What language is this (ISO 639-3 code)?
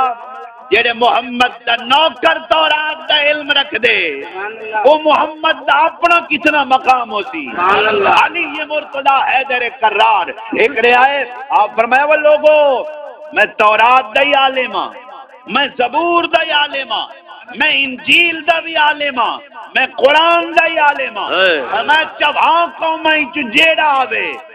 skr